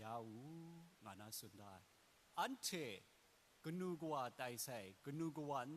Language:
Kachin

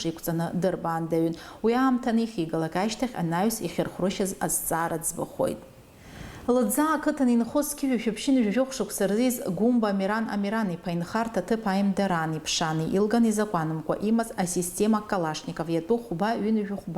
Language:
Abkhazian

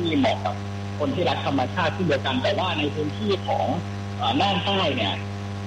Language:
Thai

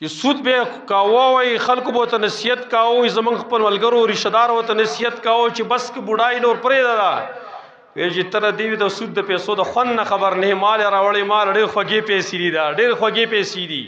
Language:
Pashto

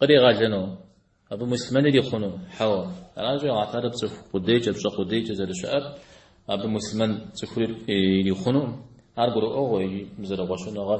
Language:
Kabardian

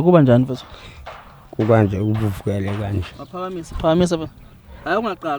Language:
Zulu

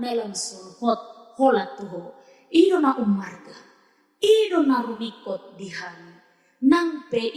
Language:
Batak Toba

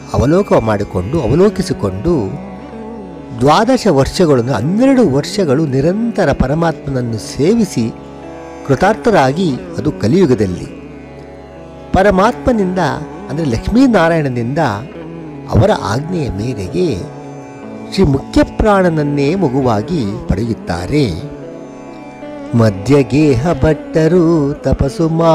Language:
Kannada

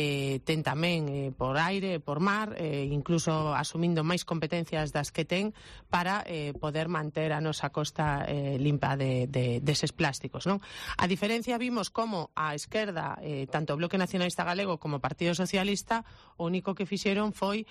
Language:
Galician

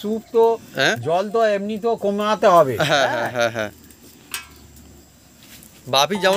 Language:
Bangla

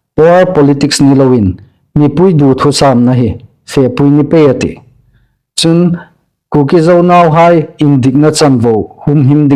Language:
Hmar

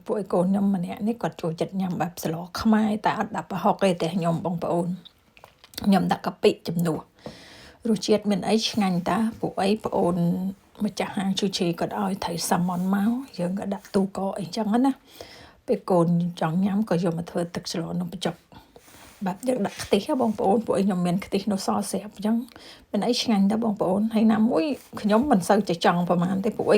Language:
Khmer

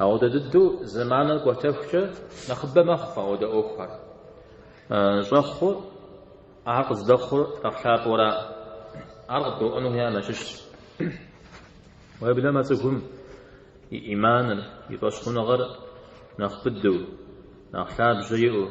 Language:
Kabardian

